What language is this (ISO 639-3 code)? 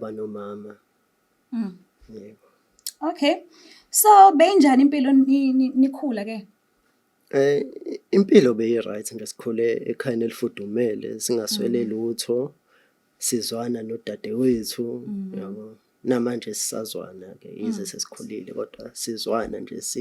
zul